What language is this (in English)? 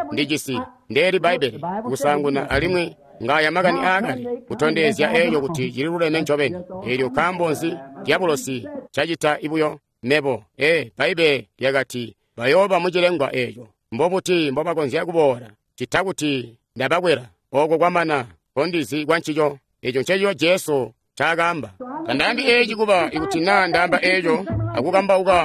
Tonga (Zambia)